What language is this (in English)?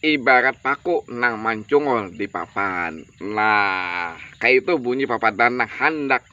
Banjar